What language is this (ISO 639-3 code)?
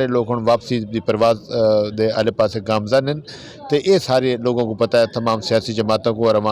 lah